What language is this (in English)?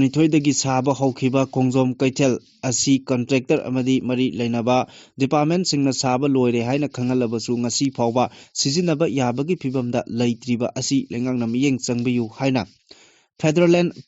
Manipuri